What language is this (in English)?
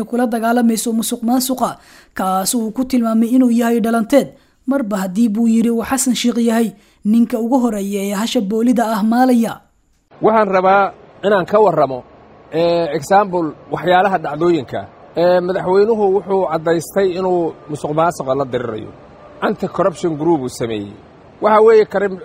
Somali